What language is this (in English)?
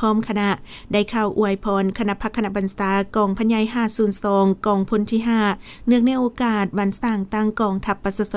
Lao